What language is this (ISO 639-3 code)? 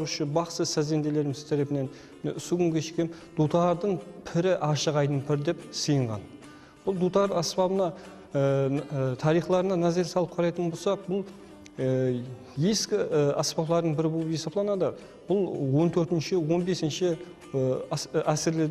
kaa